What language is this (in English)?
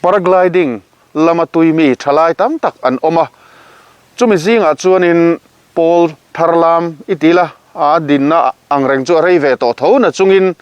Mizo